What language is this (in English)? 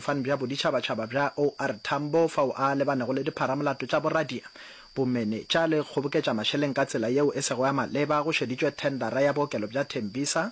Northern Sotho